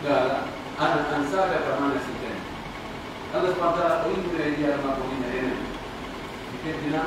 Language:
Pular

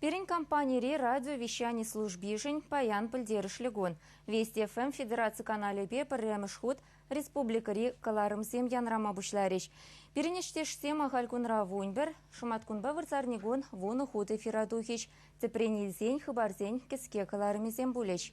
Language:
Chuvash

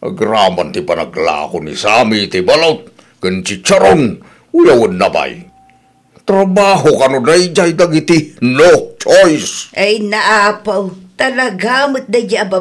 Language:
Iloko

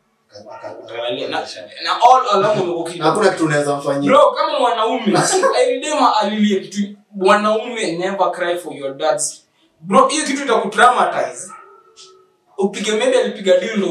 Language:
Swahili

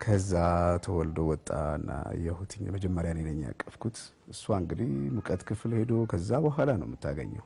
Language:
Amharic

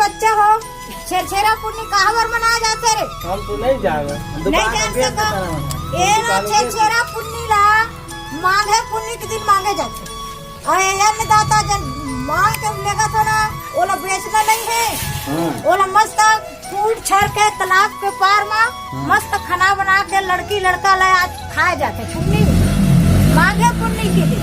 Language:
Chhattisgarhi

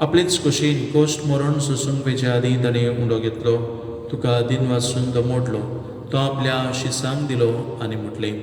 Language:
Konkani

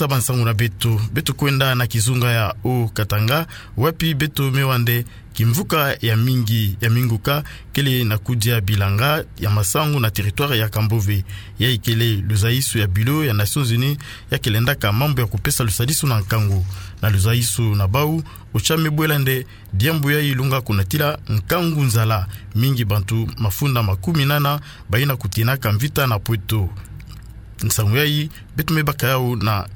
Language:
Kituba (Democratic Republic of Congo)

